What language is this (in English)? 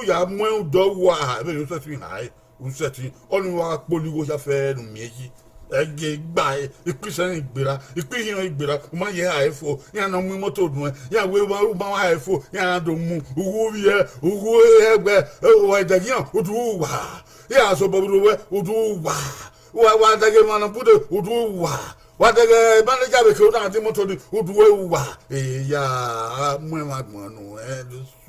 Bini